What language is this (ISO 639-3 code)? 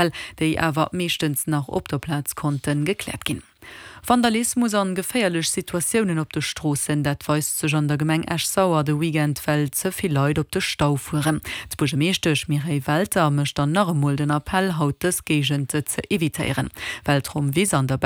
ltz